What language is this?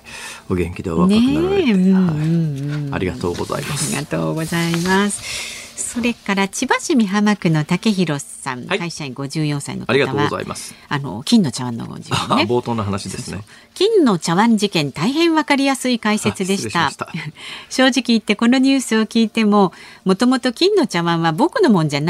Japanese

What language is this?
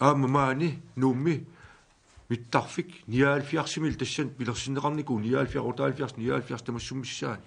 Kalaallisut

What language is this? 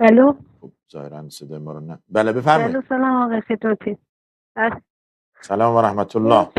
Persian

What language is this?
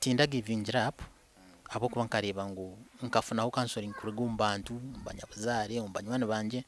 Nyankole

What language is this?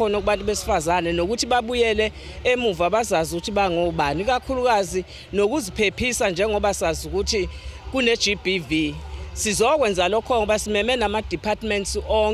Zulu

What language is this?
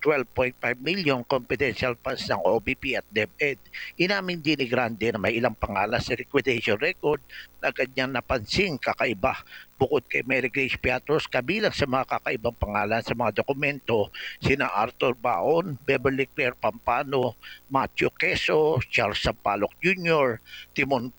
Filipino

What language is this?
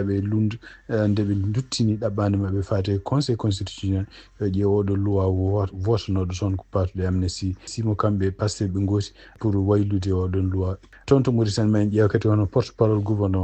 Fula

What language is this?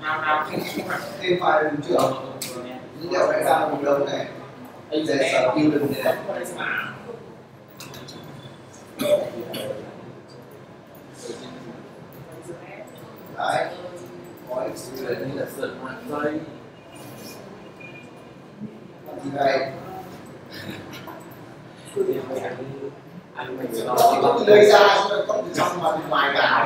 Vietnamese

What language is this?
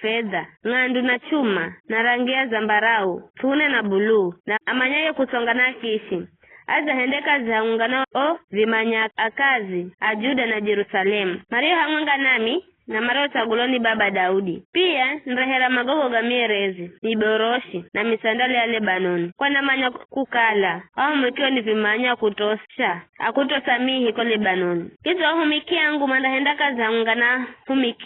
Giryama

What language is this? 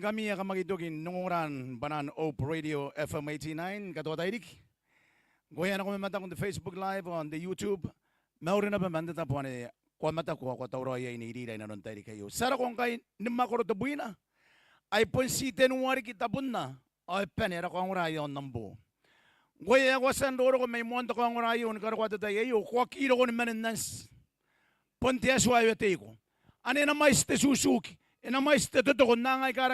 Gilbertese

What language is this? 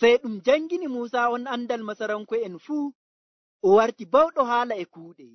Nigerian Fulfulde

